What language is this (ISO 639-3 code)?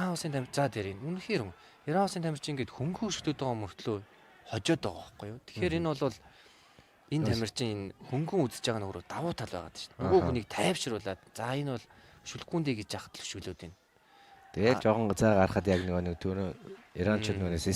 mon